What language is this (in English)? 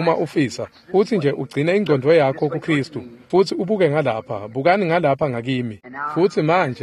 Swati